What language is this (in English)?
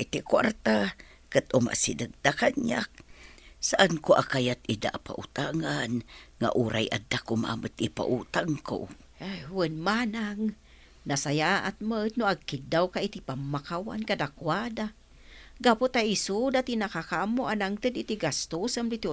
Iloko